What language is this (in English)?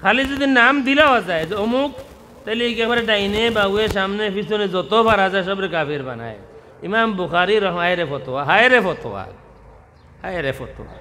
Sylheti